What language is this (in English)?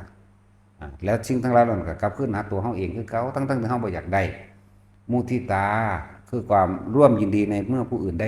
Northeastern Thai